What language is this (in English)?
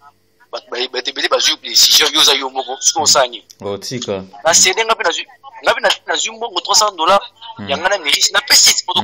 Lingala